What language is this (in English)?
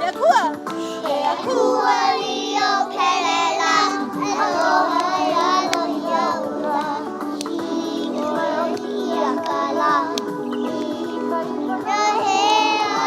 Hawaiian